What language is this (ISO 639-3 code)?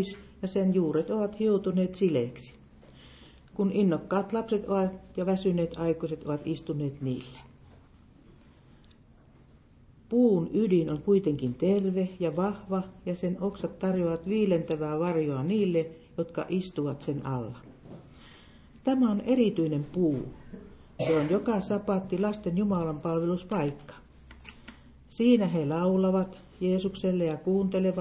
fin